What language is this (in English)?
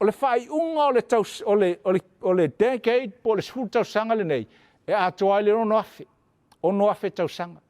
Samoan